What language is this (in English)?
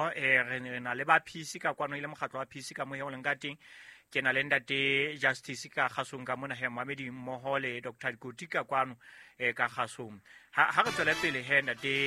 Southern Sotho